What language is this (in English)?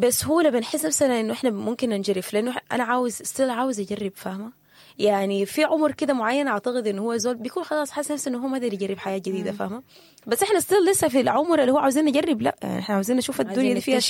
Sudanese Arabic